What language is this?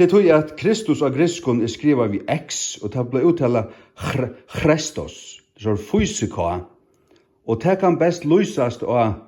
Faroese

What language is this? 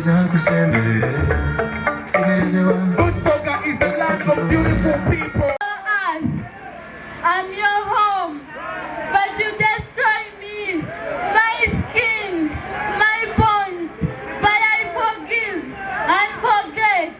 Soga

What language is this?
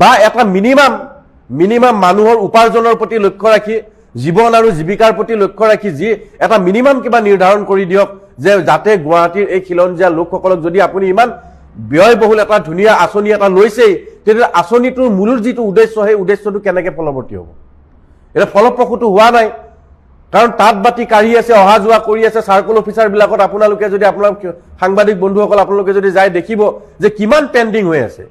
Assamese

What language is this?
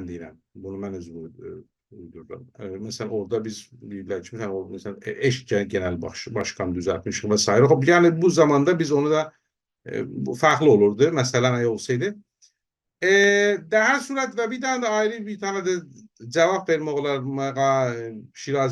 South Azerbaijani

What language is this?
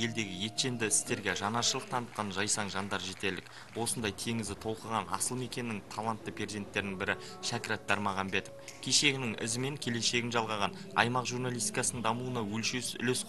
Kazakh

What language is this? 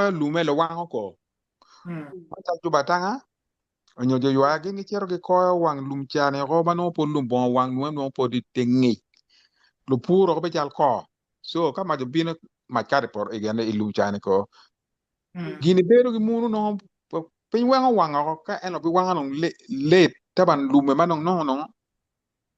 Acoli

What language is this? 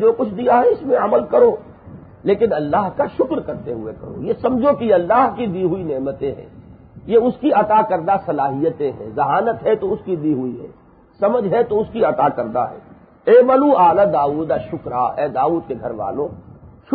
Urdu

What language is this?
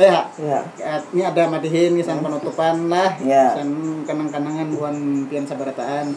Banjar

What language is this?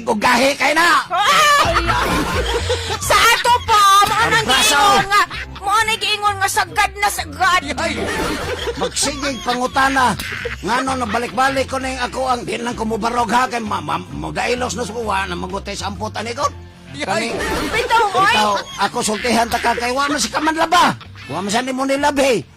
Cebuano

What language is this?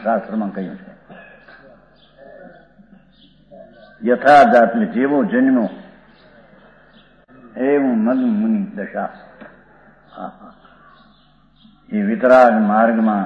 Gujarati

